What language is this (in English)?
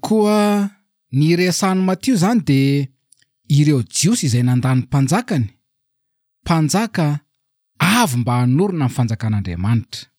Malagasy